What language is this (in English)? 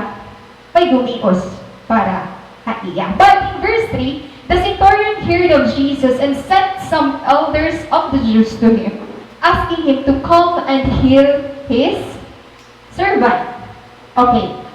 Waray